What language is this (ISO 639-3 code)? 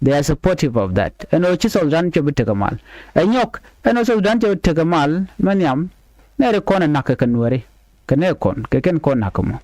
nus